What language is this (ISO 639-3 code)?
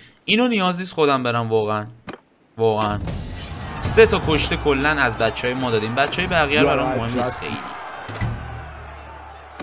fas